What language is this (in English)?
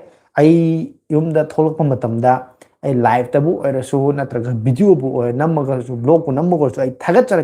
Manipuri